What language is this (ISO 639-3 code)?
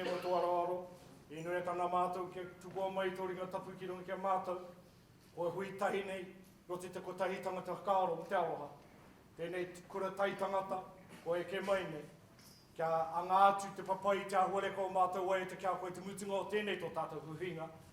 mri